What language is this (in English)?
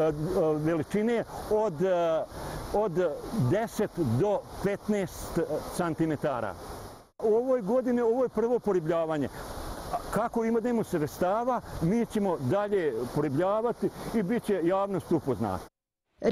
Bosnian